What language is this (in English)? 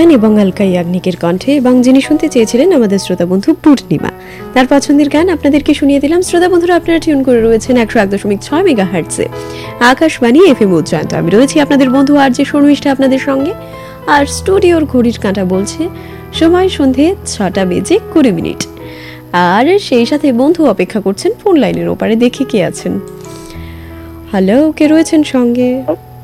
Bangla